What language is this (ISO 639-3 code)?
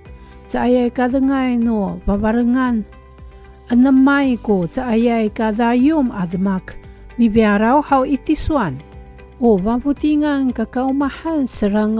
ami